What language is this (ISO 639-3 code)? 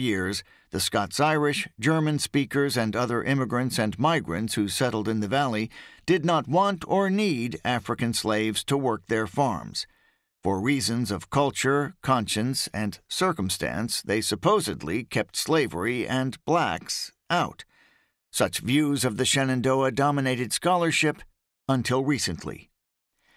eng